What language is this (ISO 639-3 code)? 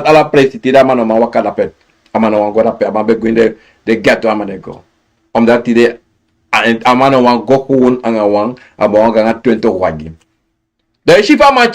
srn